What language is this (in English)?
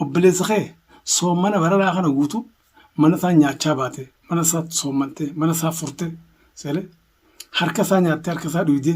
Oromo